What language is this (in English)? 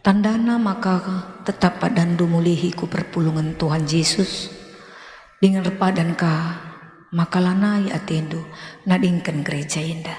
Batak Karo